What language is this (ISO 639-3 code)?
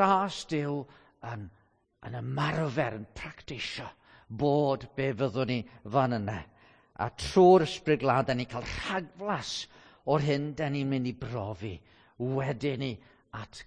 cym